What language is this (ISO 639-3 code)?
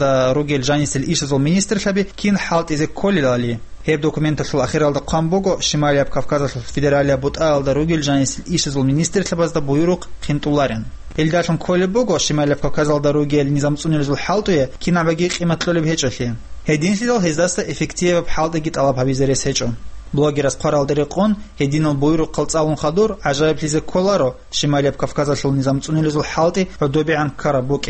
ava